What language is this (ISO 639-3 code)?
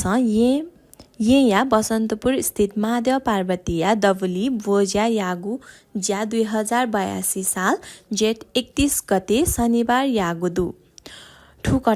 new